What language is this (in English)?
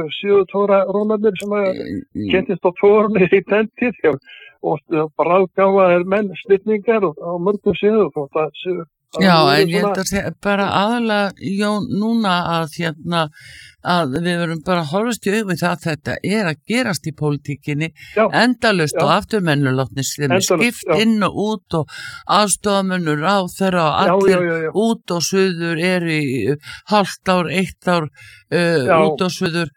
Icelandic